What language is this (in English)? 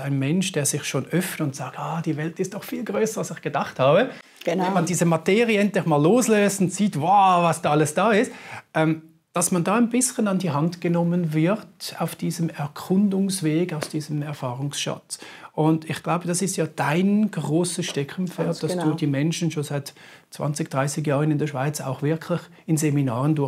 German